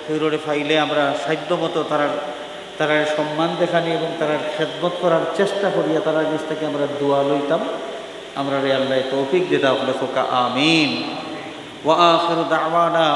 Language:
Sylheti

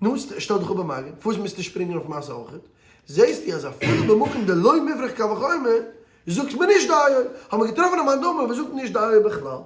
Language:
Yiddish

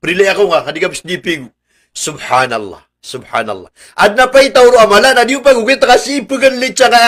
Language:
Maranao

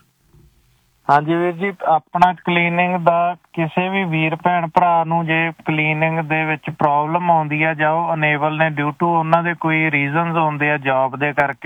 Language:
Punjabi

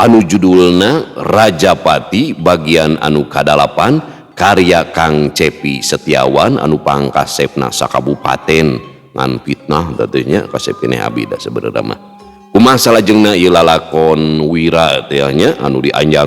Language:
Sundanese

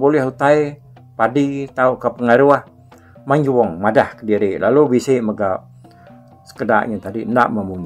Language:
Iban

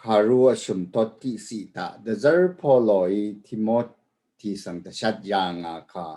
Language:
Rawang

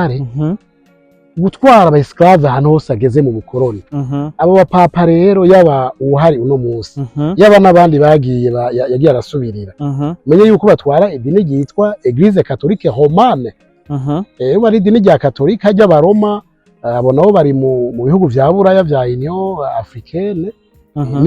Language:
Rundi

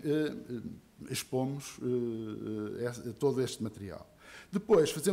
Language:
Portuguese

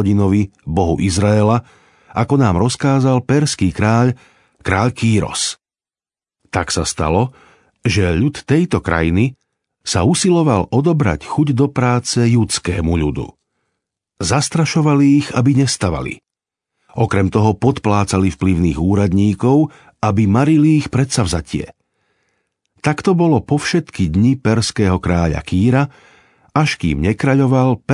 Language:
Slovak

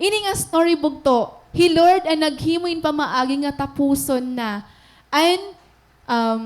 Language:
Waray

